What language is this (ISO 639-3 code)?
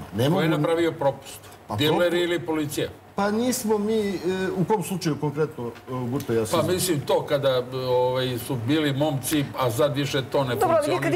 srp